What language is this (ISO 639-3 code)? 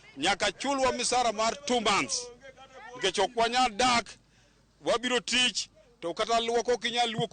luo